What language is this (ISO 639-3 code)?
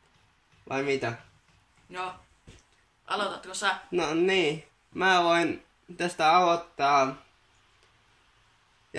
fin